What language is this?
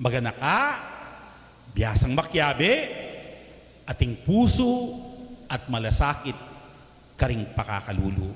Pampanga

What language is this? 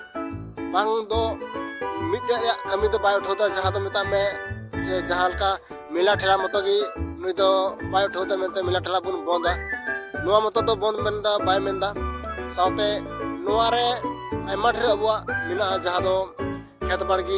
Santali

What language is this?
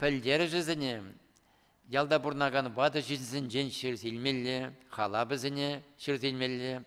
Chuvash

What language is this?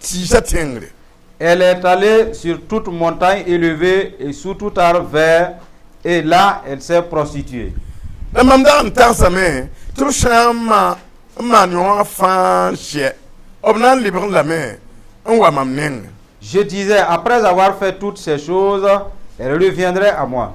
Mossi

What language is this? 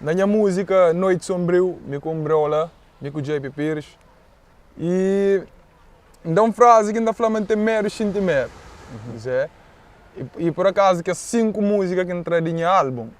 Kabuverdianu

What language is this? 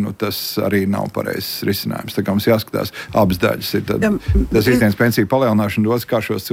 Latvian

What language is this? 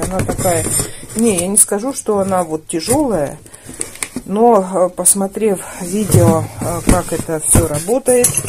Russian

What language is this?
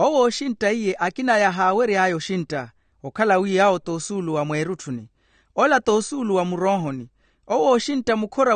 Makhuwa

